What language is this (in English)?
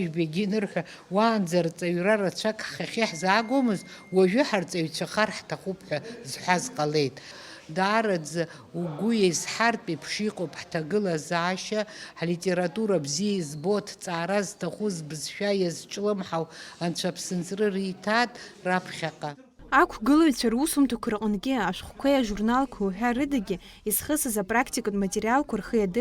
Abkhazian